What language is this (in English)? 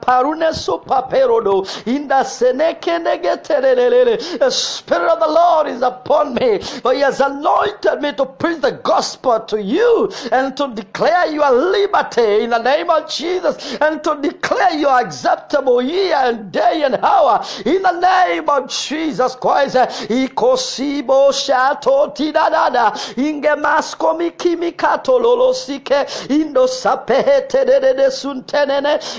English